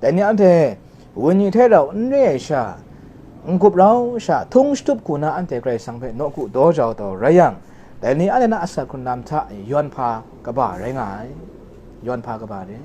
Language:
Kachin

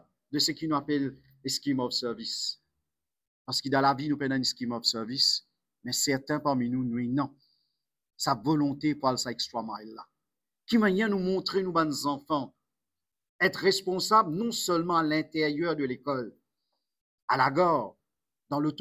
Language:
Morisyen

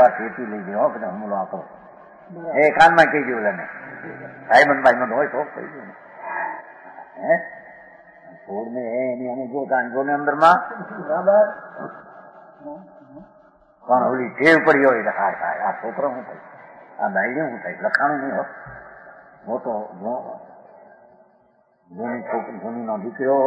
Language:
Gujarati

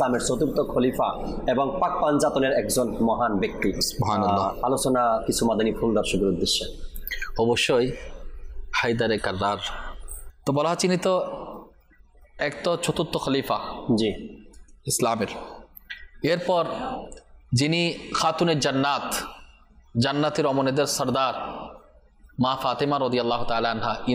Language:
Bangla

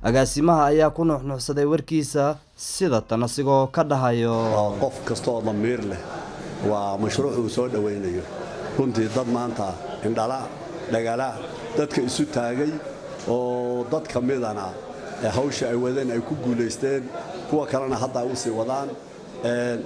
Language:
Somali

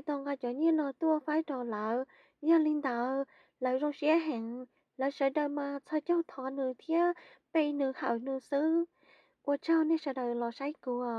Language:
Hmong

